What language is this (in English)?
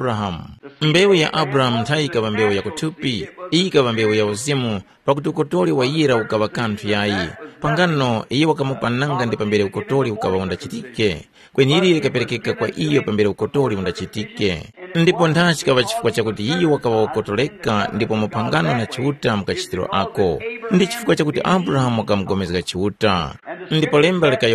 Tumbuka